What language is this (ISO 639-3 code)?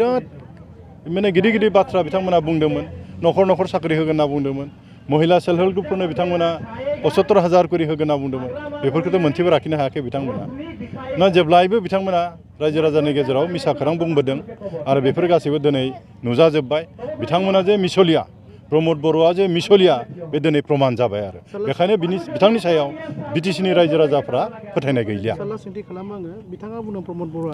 brx